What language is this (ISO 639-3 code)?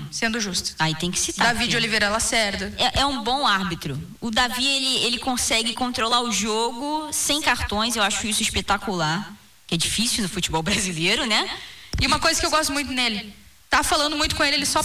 por